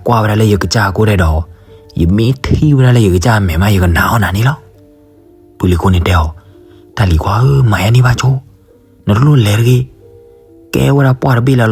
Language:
S'gaw Karen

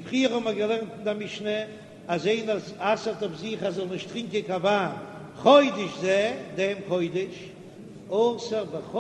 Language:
Yiddish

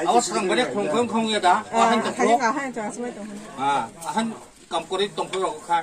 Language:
Kok Borok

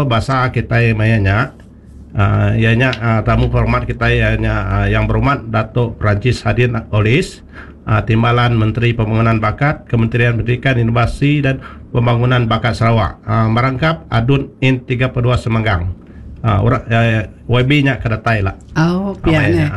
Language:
Iban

